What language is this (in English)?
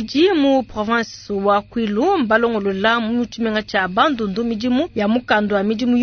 Luba-Lulua